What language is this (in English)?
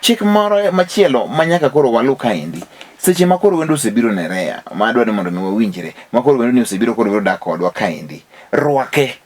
Luo (Kenya and Tanzania)